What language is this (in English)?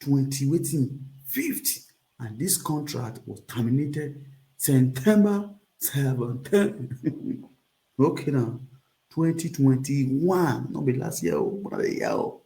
Nigerian Pidgin